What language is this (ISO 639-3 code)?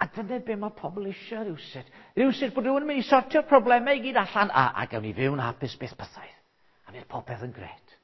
cym